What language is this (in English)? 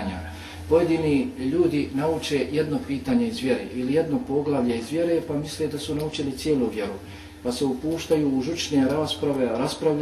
Bosnian